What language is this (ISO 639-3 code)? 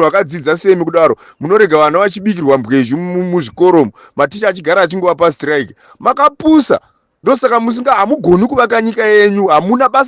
sna